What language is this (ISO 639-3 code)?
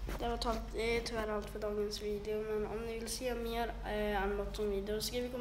swe